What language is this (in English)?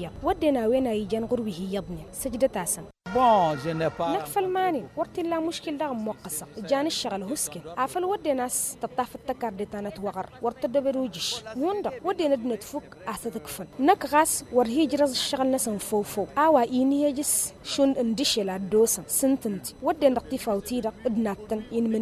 Tamasheq